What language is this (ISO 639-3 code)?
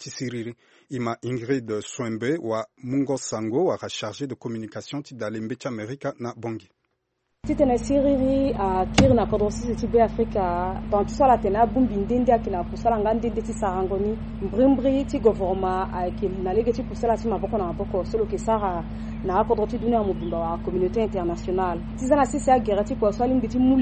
sag